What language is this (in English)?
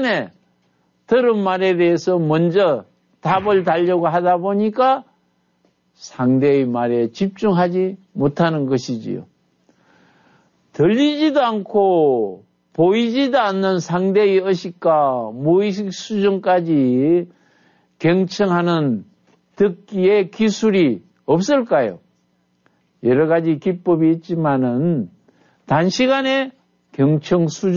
Korean